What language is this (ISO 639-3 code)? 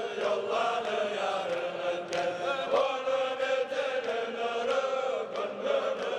kum